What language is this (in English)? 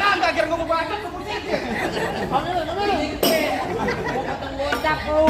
Betawi